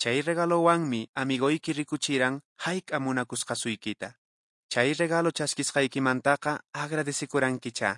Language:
Quechua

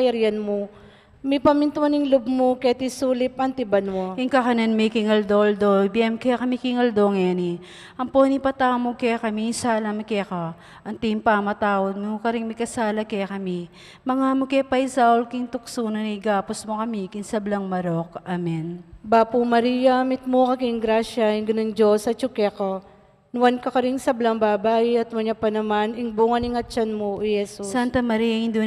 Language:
Pampanga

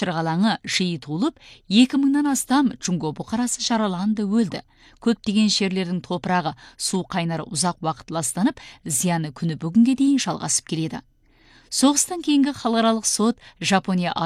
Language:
Kazakh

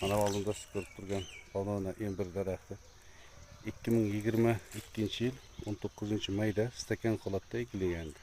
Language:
Uzbek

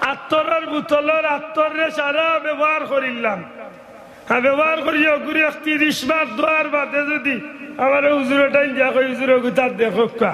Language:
Sylheti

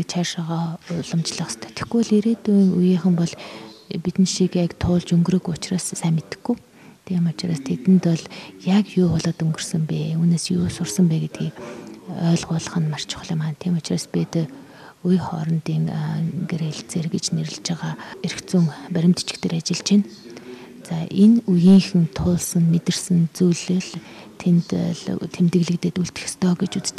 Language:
Mongolian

